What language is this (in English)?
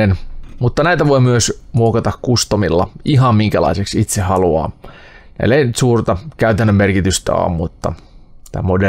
Finnish